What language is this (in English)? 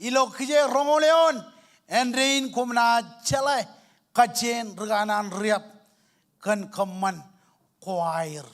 Marshallese